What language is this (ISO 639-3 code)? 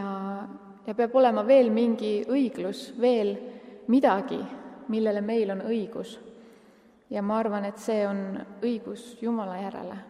est